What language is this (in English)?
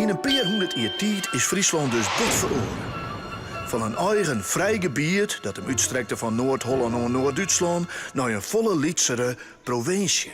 Western Frisian